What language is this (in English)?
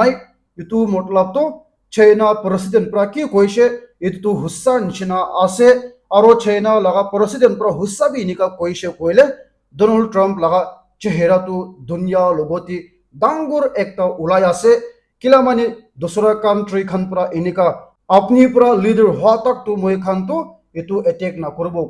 Naga Pidgin